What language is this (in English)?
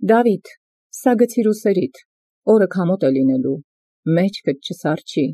Armenian